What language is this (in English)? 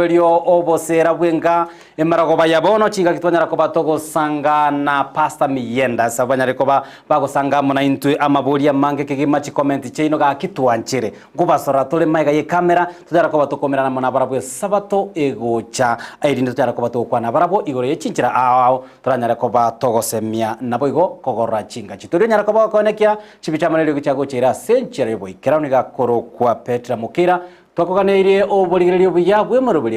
Gusii